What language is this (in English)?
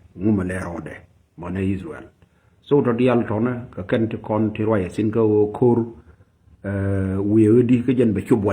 Nuer